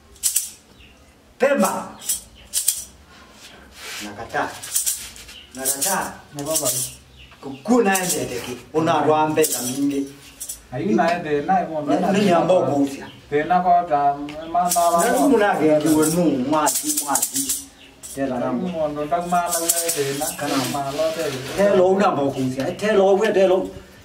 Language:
Swahili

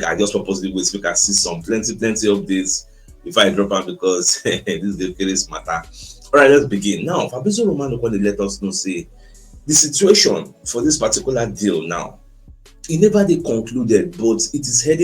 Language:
Nigerian Pidgin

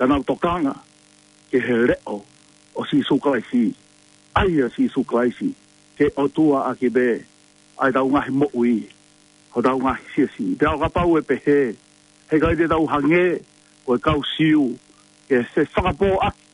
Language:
Tongan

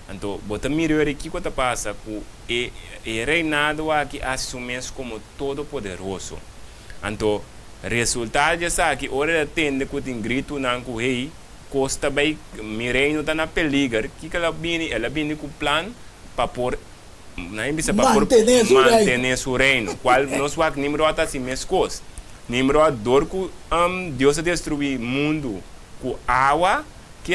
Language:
Papiamento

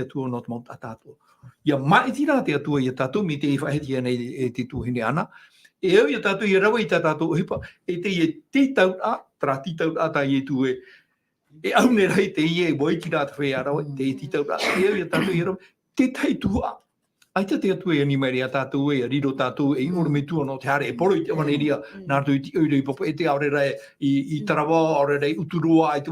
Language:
Tahitian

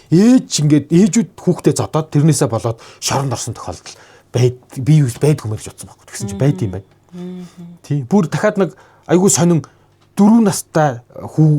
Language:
Mongolian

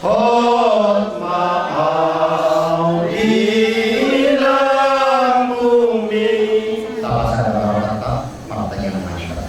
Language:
Batak Toba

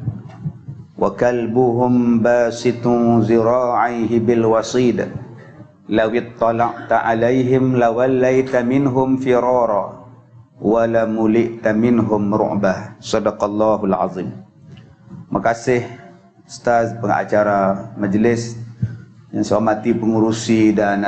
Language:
Malay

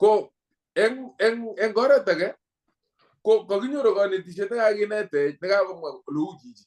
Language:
Kalenjin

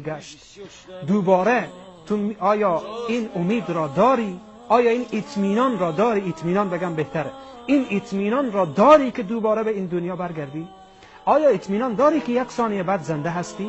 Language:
Tajik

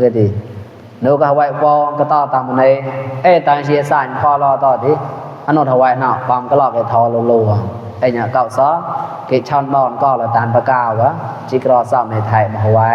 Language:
Mon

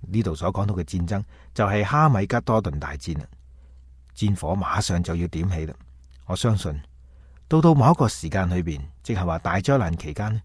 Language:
Cantonese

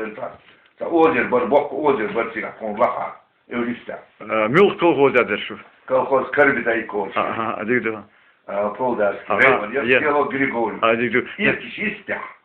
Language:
Chechen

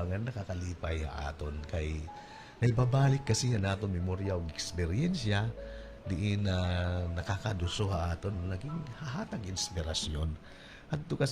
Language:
Waray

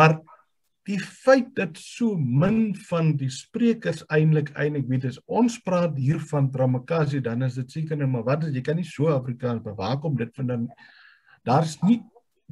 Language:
Afrikaans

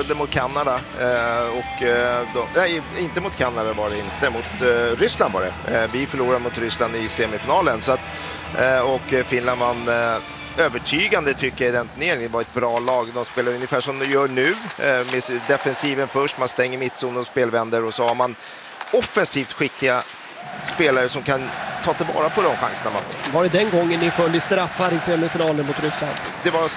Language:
Swedish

